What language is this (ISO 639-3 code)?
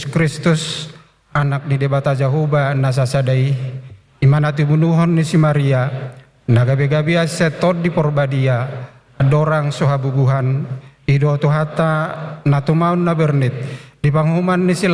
bbc